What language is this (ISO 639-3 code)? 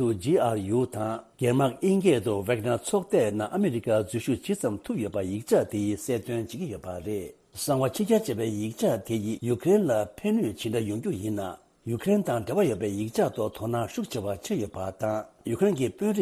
bod